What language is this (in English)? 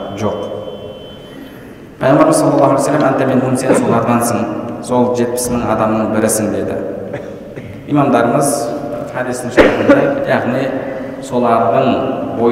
Kazakh